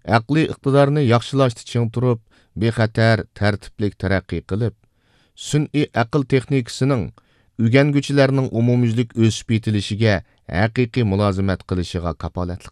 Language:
Uyghur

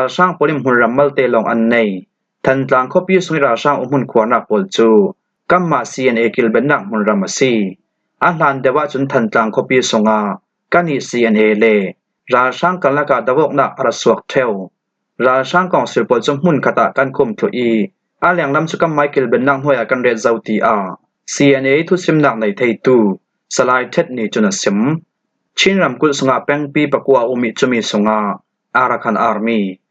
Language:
Falam Chin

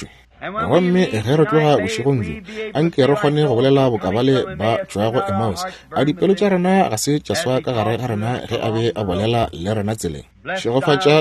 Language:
Northern Sotho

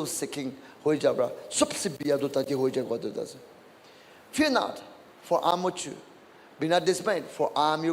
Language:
Naga Pidgin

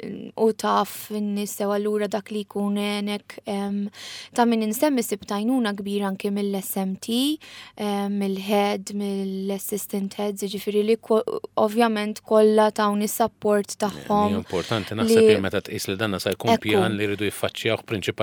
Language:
Maltese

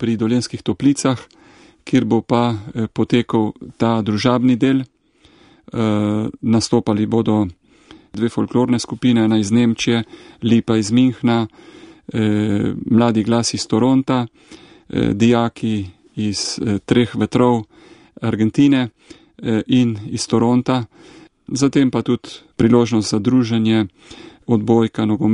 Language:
Slovenian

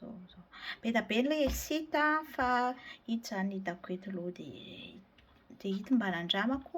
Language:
Malagasy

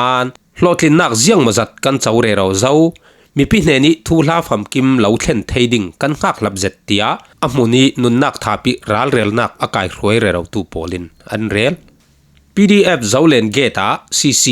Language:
Falam Chin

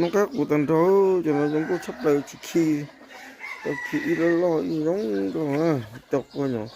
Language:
Hmong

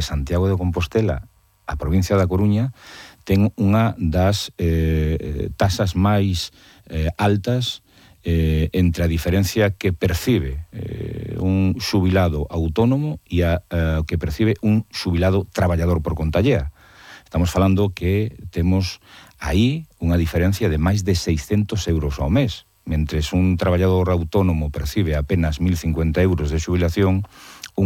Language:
Galician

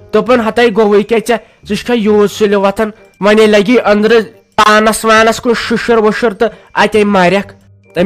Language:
Kashmiri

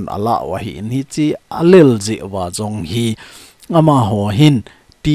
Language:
Thado Chin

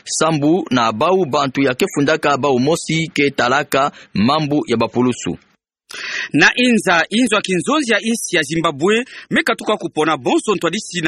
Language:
Kituba (Democratic Republic of Congo)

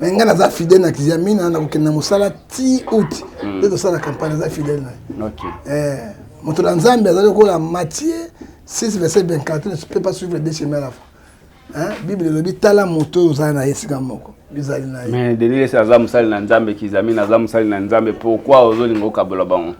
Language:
Lingala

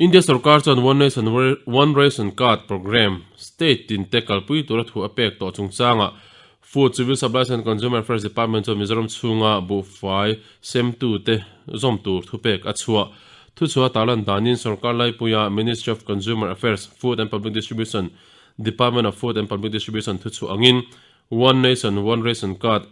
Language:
Mizo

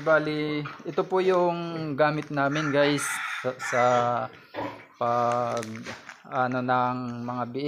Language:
Filipino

